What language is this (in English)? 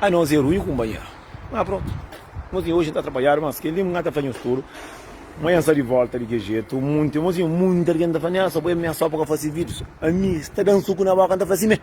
Kabuverdianu